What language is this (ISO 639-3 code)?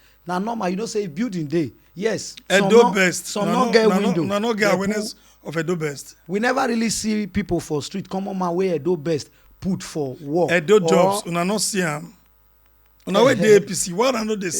pcm